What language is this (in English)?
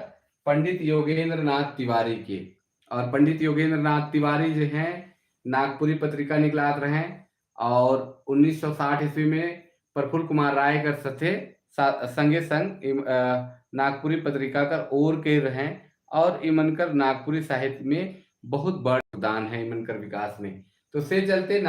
Sadri